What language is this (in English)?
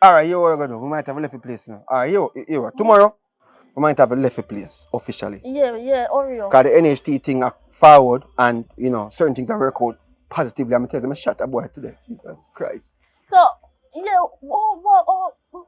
Jamaican Creole English